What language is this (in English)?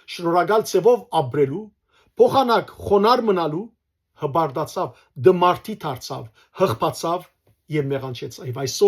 Western Armenian